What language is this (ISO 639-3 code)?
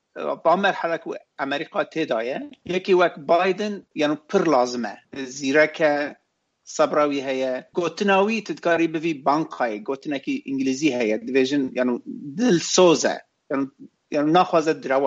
kur